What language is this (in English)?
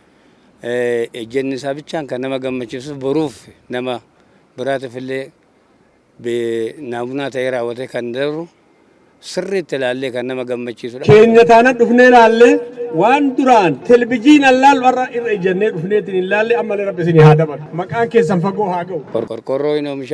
Oromo